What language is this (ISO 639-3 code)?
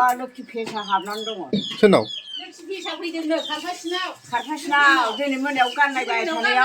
brx